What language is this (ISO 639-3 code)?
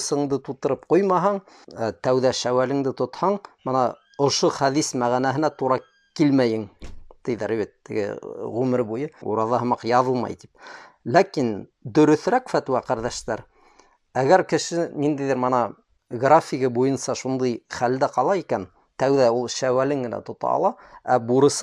bak